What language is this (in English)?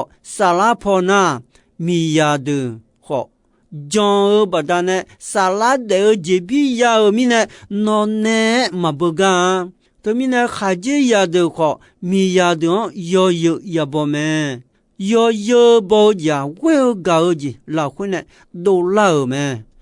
Akha